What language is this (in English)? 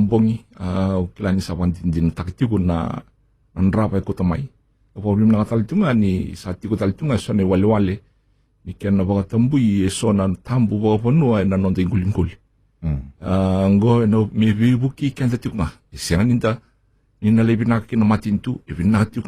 Fijian